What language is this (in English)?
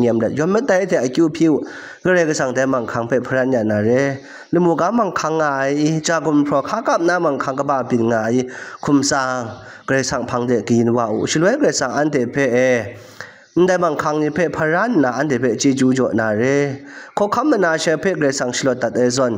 Kachin